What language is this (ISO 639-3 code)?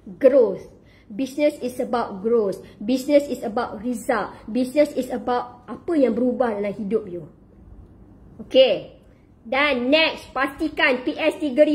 msa